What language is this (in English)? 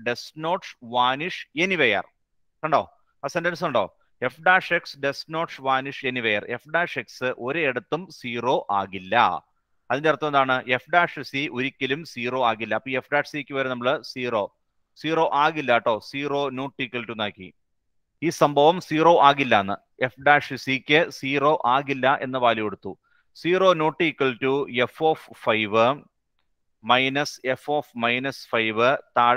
Malayalam